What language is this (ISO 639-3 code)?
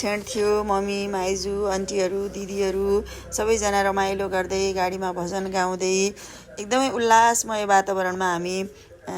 nep